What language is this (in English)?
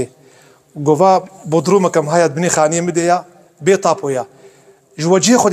Kurdish